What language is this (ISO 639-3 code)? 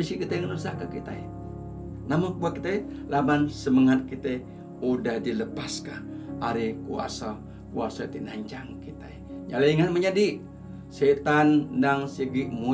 iba